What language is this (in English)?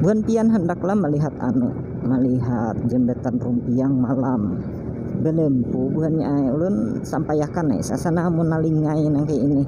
Banjar